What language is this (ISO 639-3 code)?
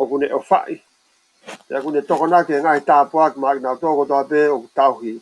ton